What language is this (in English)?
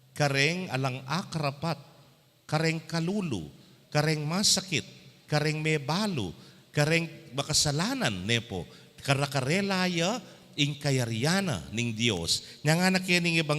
Pampanga